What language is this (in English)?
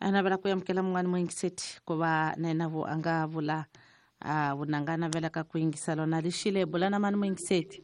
Tsonga